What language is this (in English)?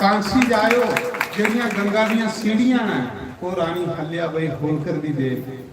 Dogri